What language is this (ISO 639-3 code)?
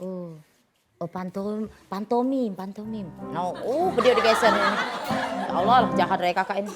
mui